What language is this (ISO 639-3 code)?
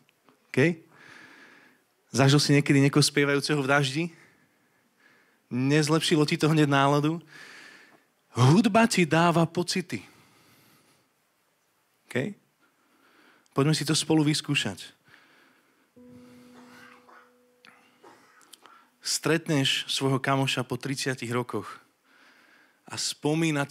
slk